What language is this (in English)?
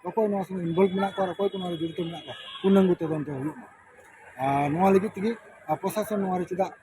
Santali